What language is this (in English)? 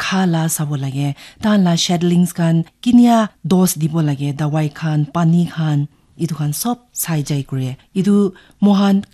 Naga Pidgin